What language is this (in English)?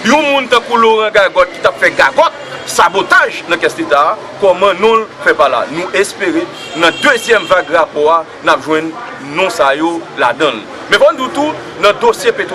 Haitian Creole